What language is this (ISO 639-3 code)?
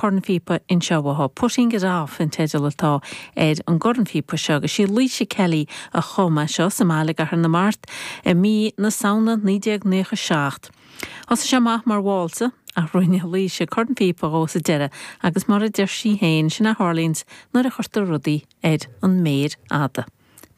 gle